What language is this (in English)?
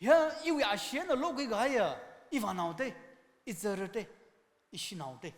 Tangkhul Naga (India)